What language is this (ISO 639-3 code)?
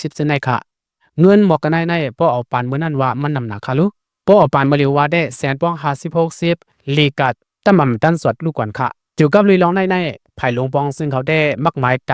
lao